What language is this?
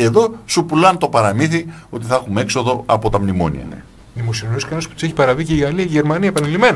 Greek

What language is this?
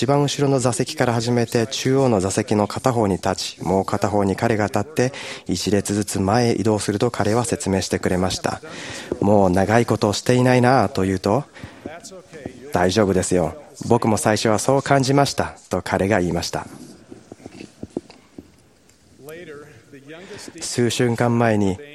Japanese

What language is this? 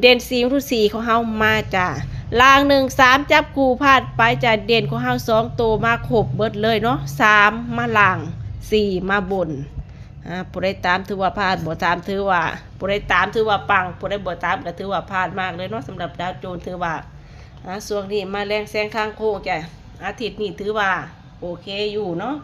Northeastern Thai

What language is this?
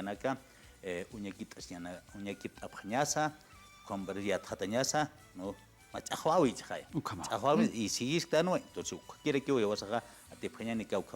Aymara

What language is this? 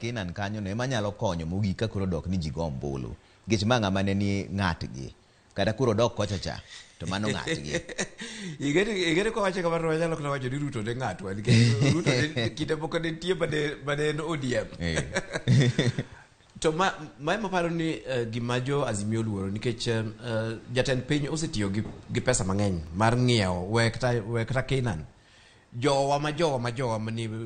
Luo (Kenya and Tanzania)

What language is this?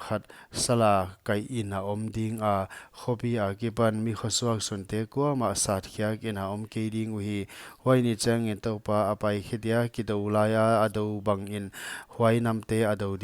Paite Chin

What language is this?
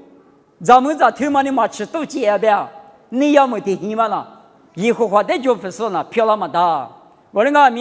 Lisu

